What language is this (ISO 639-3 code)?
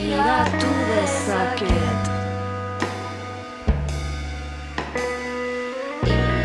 eus